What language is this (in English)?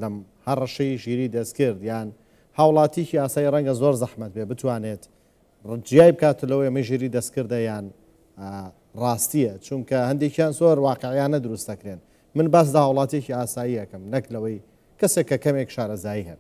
Central Kurdish